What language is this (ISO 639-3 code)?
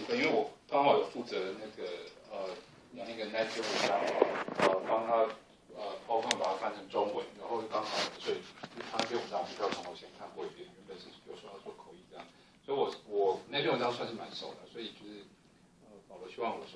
zho